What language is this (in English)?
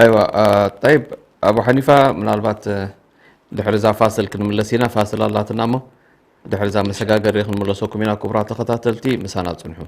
Tigrinya